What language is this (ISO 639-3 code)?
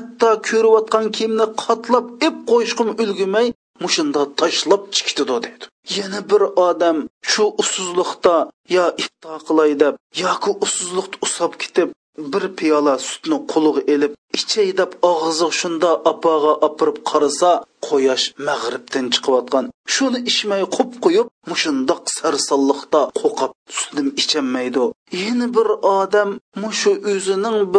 uig